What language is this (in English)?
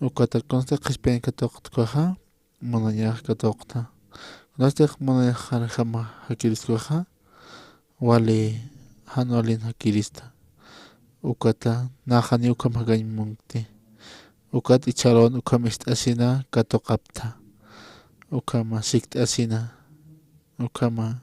Aymara